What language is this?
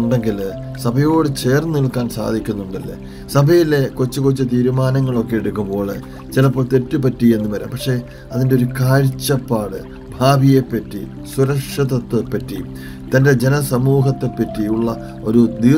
Malayalam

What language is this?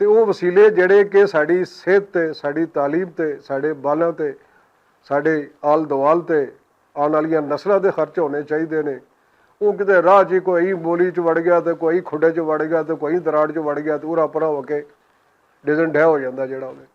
Western Panjabi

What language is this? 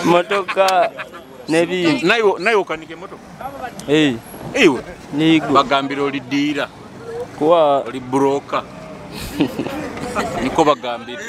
Nyoro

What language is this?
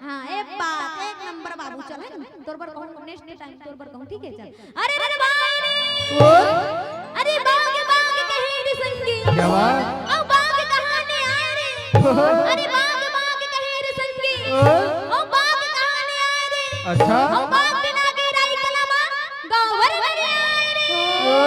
Chhattisgarhi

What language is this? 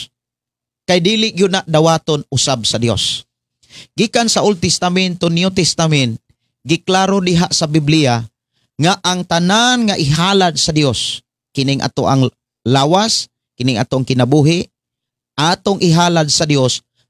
Cebuano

